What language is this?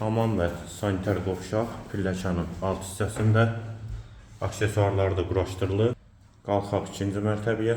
Azerbaijani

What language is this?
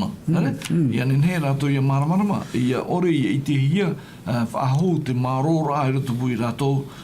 Tahitian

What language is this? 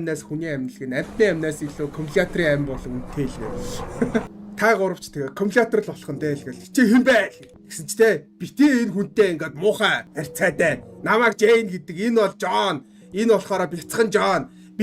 Mongolian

